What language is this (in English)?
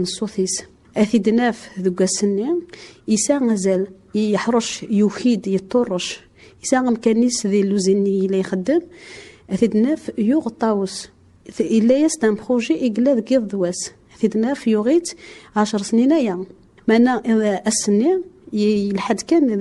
Kabyle